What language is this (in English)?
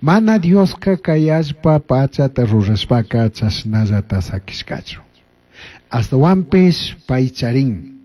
Chimborazo Highland Quichua